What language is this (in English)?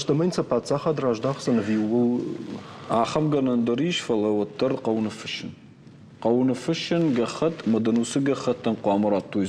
Ossetic